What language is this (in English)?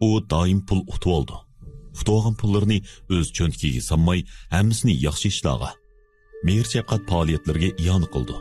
Uyghur